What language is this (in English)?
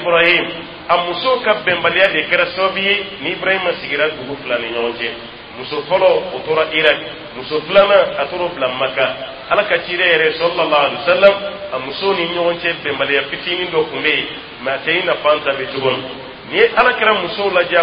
Dyula